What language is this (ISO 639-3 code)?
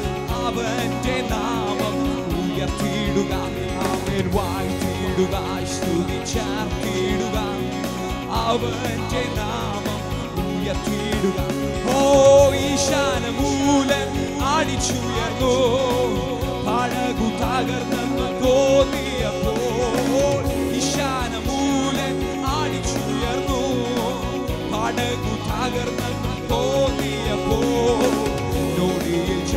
mal